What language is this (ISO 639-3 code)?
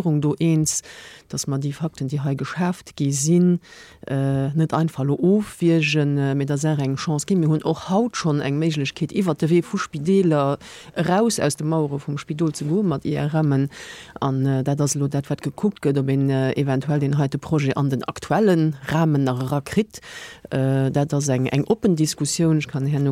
ltz